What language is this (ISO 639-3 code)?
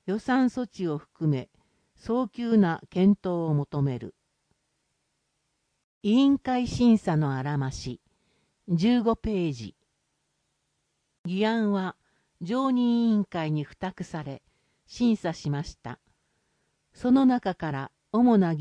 jpn